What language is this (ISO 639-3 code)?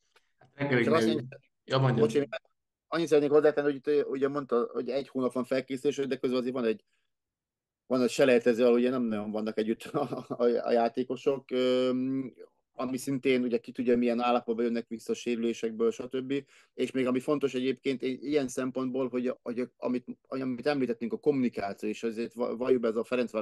hun